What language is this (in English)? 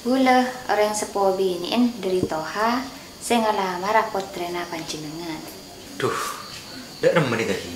Madurese